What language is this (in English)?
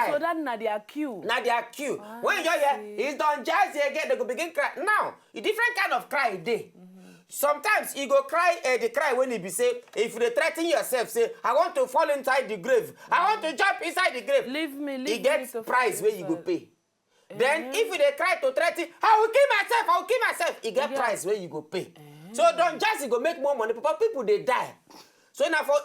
Nigerian Pidgin